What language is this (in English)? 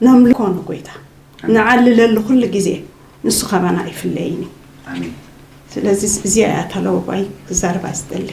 Tigrinya